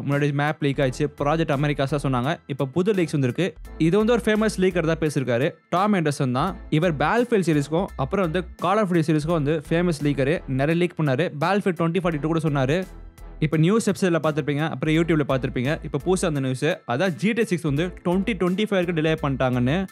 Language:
Tamil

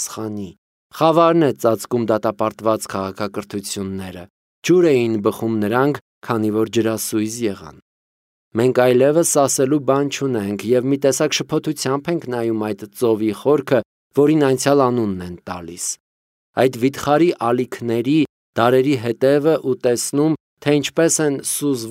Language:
Armenian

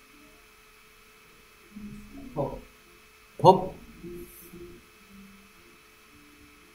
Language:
Korean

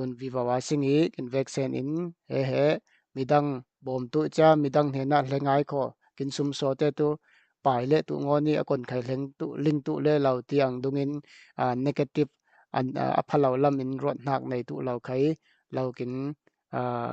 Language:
Falam Chin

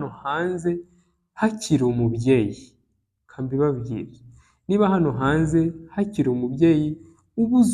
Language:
Kinyarwanda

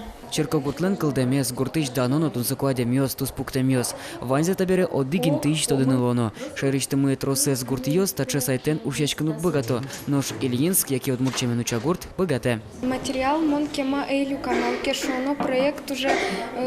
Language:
Udmurt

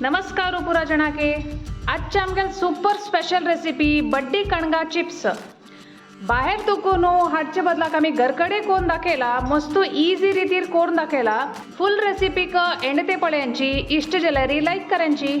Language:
Konkani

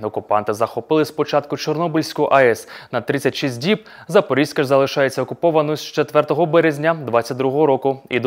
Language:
Ukrainian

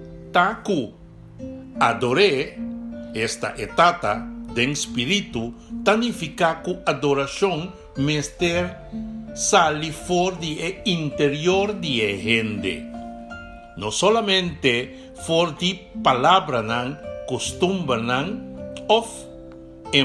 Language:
Papiamento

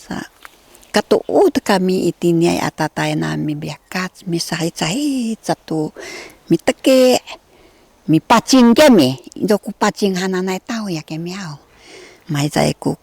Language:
Sakizaya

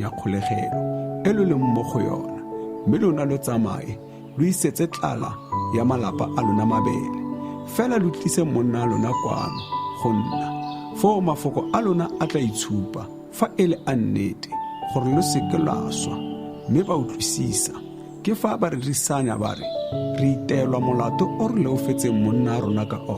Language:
Tswana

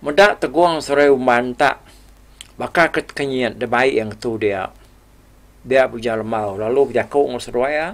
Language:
Iban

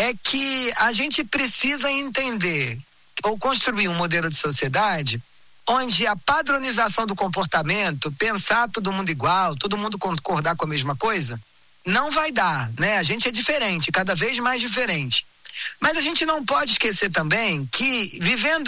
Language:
Portuguese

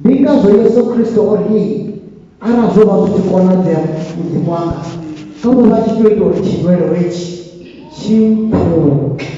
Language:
Venda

